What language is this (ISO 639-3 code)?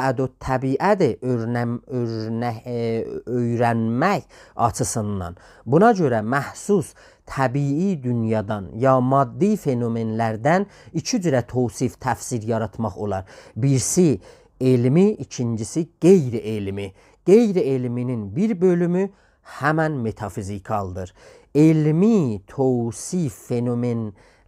azb